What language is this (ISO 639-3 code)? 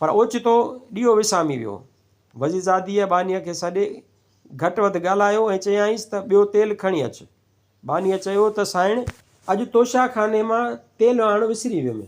snd